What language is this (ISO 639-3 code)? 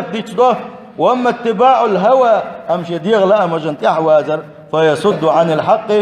che